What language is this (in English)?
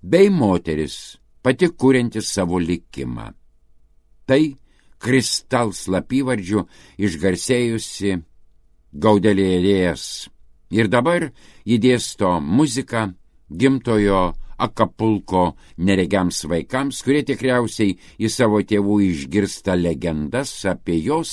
Lithuanian